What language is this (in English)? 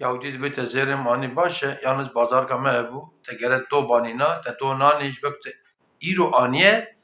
Kurdish